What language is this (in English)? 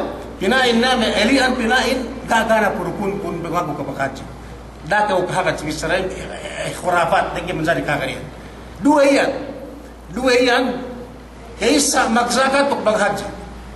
Yakan